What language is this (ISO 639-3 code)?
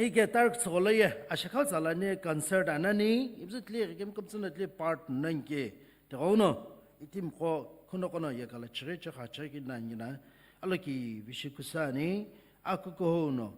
nsm